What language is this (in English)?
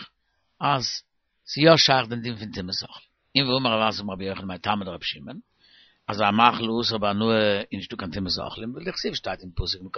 Yiddish